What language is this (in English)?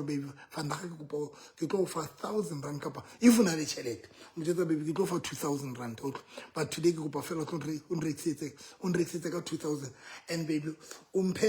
Southern Sotho